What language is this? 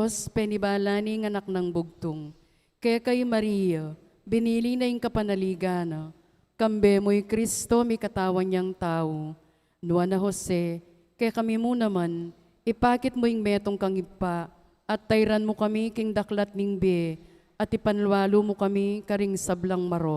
Pampanga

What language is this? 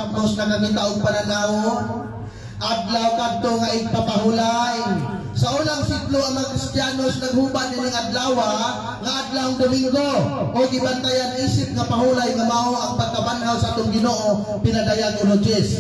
Cebuano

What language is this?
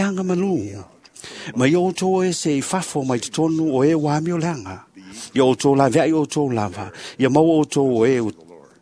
Samoan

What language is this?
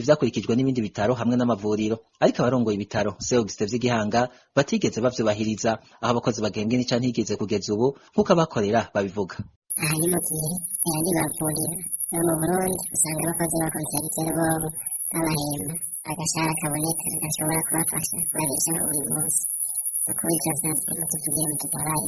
Rundi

